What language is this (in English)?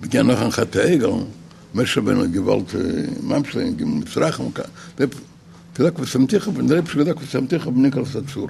Yiddish